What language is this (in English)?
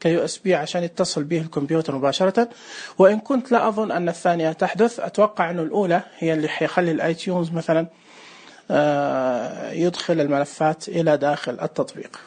Najdi Arabic